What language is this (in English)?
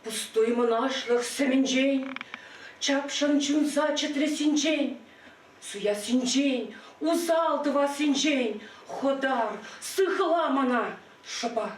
Chuvash